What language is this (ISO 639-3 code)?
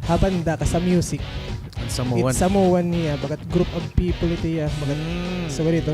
war